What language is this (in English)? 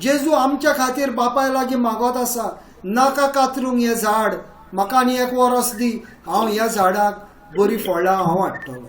Konkani